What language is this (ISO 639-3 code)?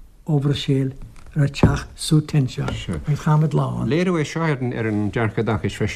gle